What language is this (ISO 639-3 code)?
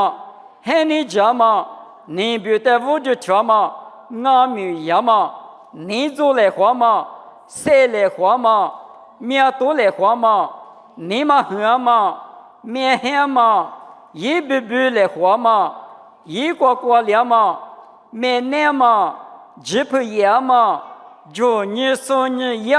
lis